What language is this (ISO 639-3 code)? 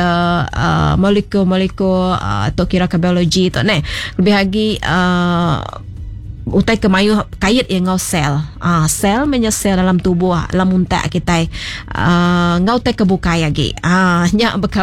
iba